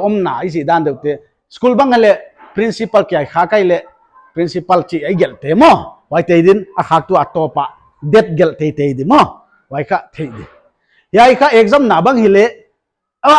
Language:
Paite Chin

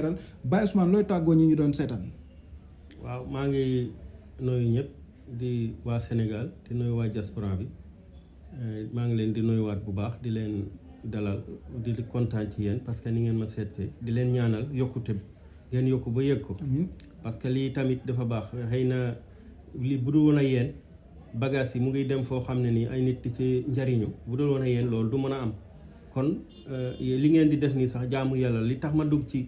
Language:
Wolof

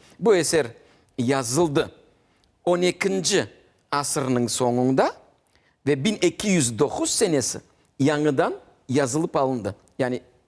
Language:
Crimean Tatar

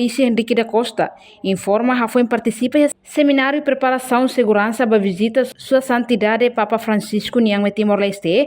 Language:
Tetum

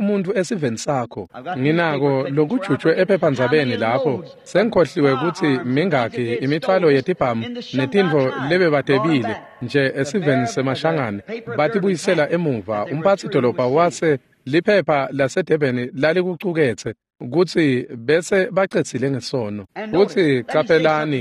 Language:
Swati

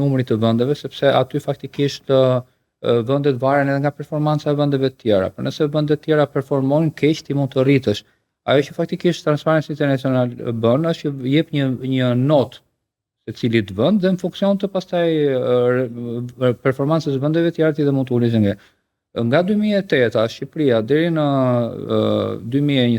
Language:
Albanian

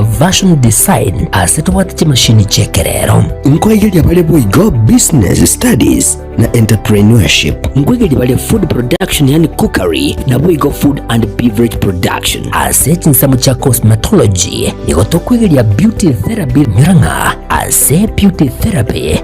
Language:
Gusii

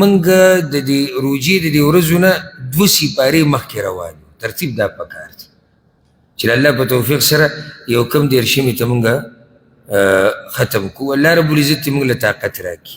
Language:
Pashto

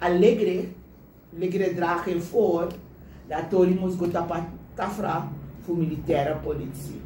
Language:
Sranan Tongo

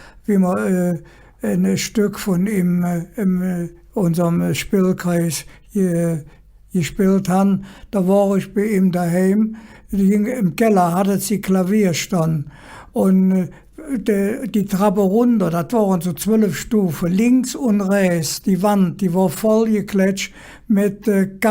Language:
Colognian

